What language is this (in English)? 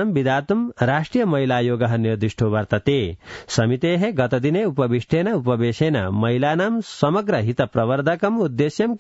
Sanskrit